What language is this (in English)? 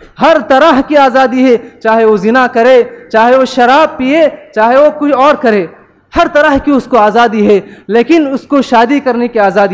Urdu